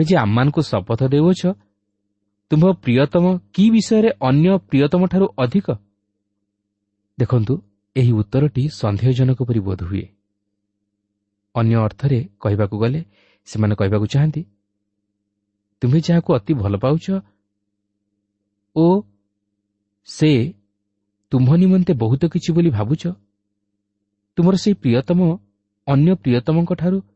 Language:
Odia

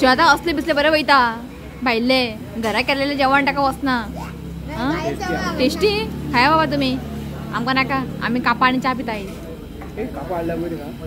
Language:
Konkani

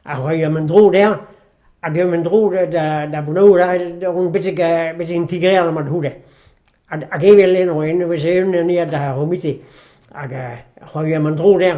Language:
Breton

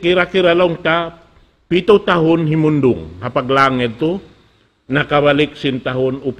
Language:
Tausug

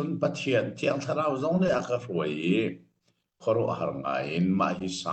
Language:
Hakha Chin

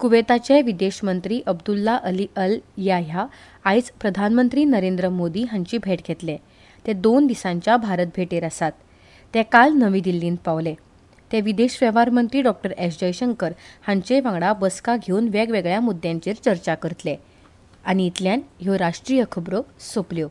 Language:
Konkani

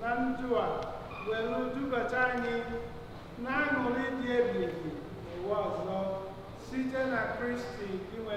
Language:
Igbo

